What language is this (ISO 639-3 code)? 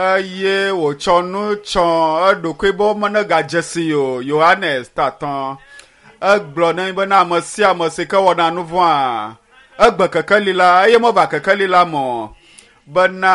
ewe